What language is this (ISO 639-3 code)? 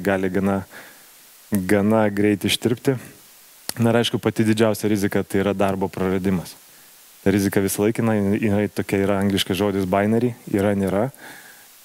lit